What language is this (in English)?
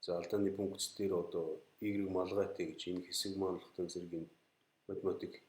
Mongolian